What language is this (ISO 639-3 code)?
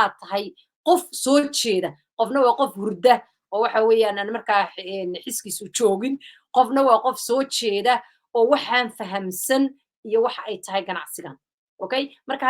som